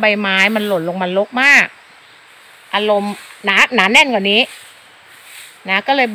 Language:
Thai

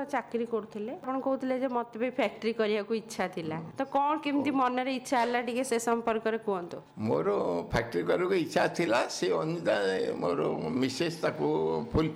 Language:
Odia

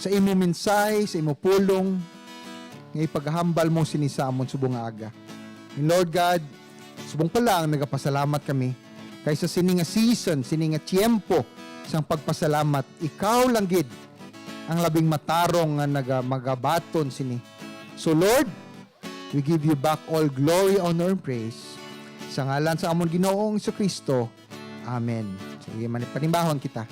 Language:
Hiligaynon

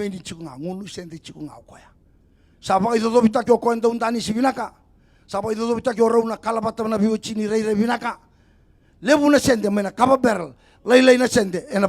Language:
Fijian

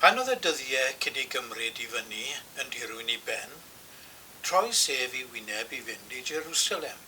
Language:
Welsh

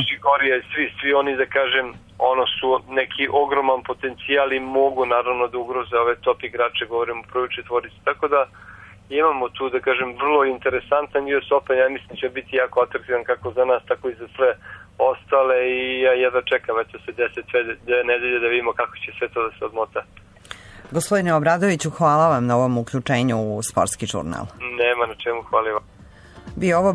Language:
Serbian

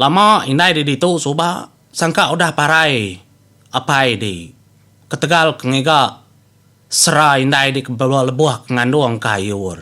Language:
Iban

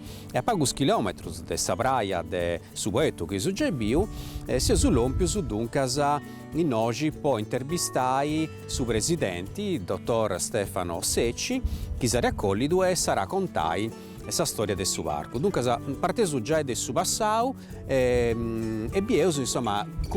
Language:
Sardinian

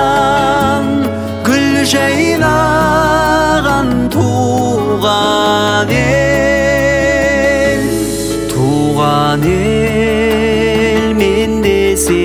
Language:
Kazakh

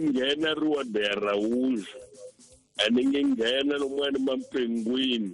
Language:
Tsonga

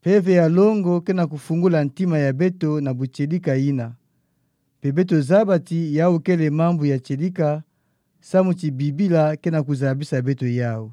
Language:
Kituba (Democratic Republic of Congo)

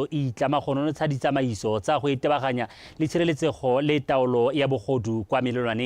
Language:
Tswana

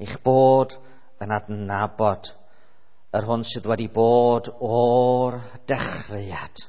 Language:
Welsh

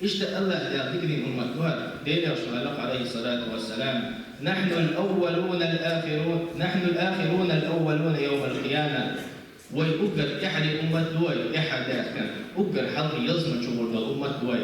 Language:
Chechen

